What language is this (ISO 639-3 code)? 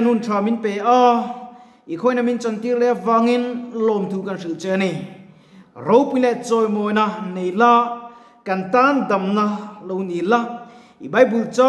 lus